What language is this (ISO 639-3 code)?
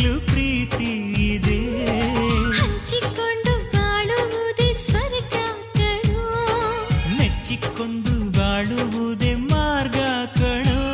kan